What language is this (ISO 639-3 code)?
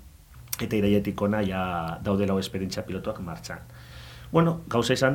eus